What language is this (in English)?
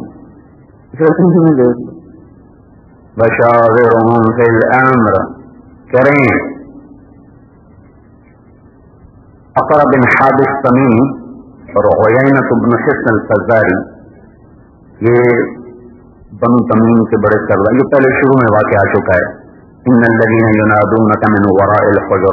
Urdu